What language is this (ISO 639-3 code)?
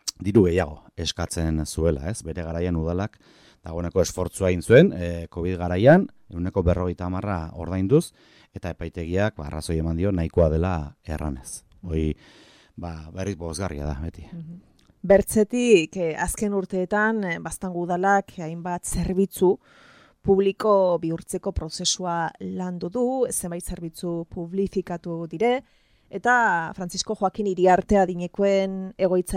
eus